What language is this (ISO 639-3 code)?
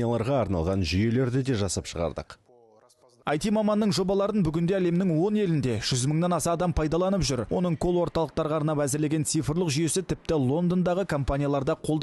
kaz